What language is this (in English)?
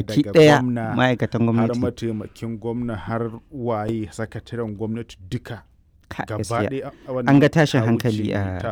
Hausa